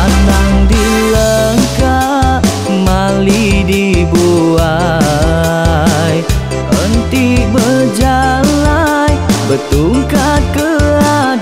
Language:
Iban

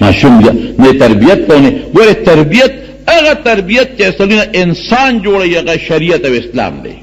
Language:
Pashto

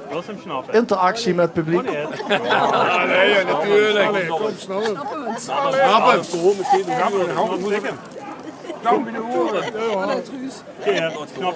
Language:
Limburgish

